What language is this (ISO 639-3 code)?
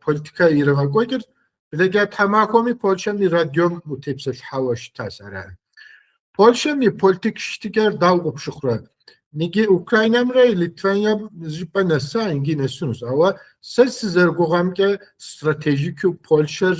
kbd